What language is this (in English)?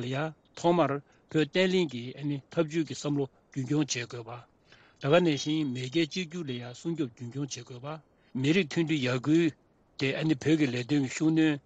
Tibetan